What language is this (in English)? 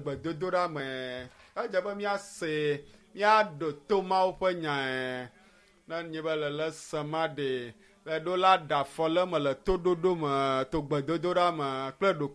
Ewe